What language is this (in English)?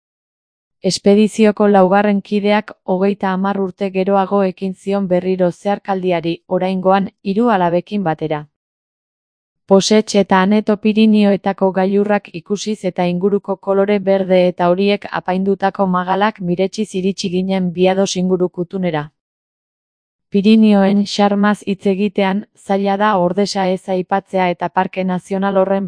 Basque